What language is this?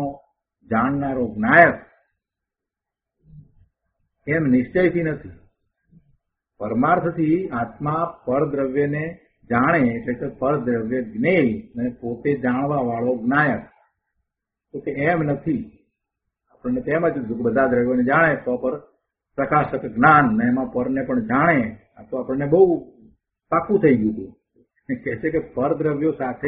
Gujarati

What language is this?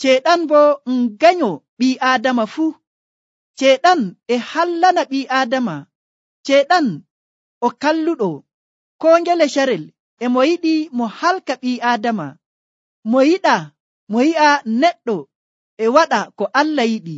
Nigerian Fulfulde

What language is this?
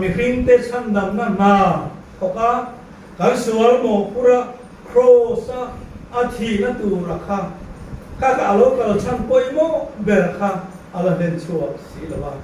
Mizo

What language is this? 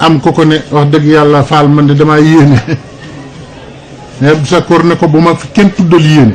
Wolof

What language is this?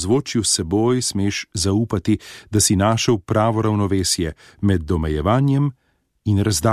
Slovenian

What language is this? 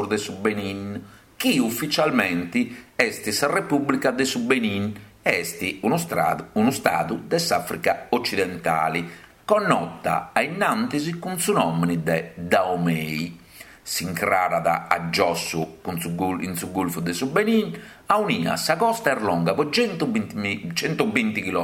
Sardinian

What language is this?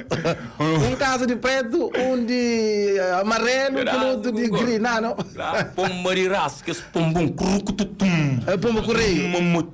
Kabuverdianu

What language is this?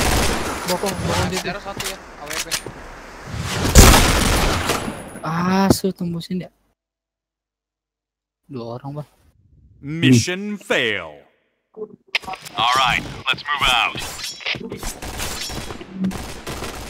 Indonesian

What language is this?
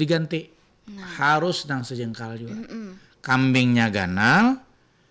Banjar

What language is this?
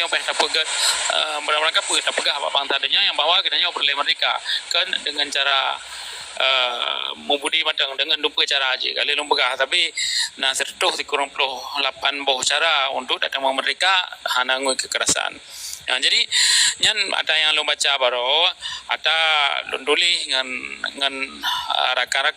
Achinese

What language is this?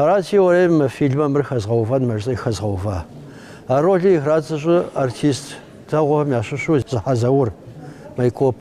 Kabardian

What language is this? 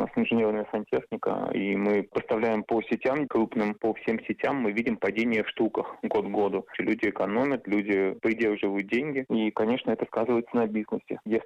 Russian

